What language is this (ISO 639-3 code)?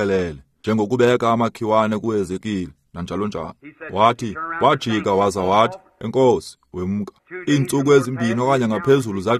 xho